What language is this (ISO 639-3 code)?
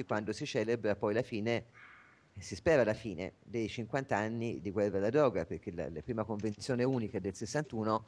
ita